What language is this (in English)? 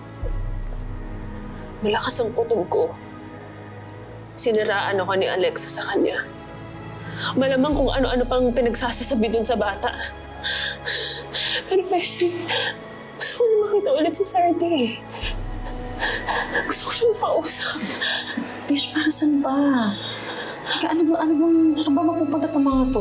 Filipino